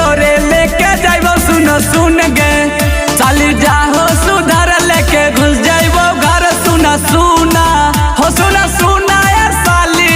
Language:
Magahi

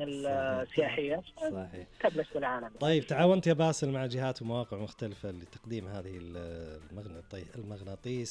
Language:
Najdi Arabic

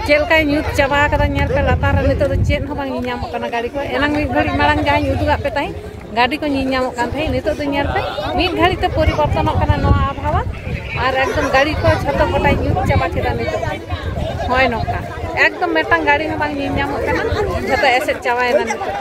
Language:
Santali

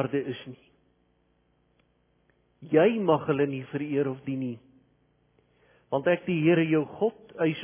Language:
Afrikaans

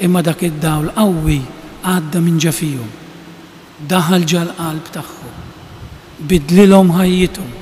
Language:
Maltese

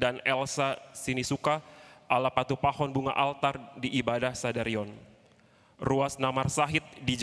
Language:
Batak Toba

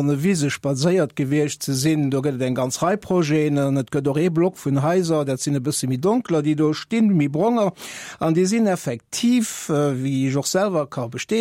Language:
Luxembourgish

